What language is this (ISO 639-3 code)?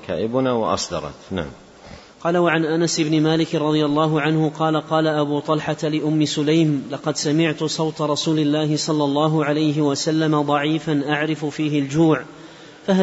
ara